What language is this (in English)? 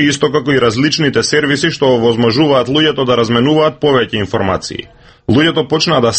Macedonian